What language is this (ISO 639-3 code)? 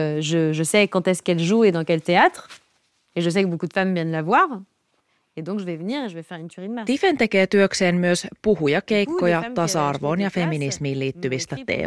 fin